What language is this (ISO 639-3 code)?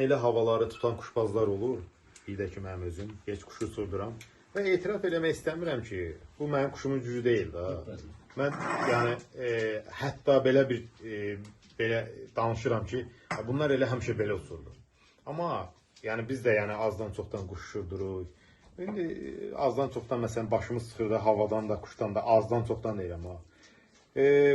aze